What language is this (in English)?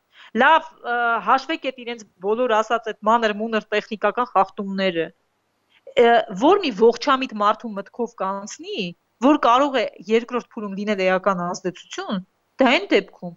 Armenian